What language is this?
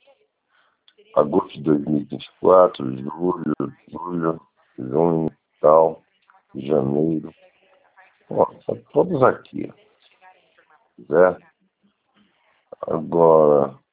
Portuguese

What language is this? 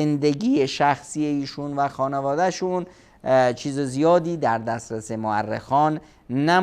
Persian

